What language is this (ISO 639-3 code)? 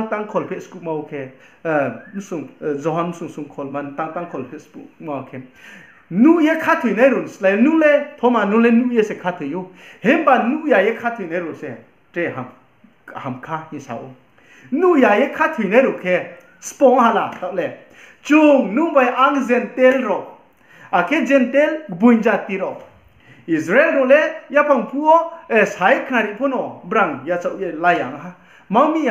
ria